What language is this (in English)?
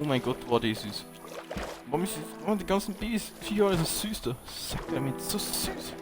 Bavarian